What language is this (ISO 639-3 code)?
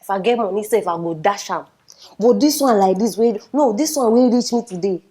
pcm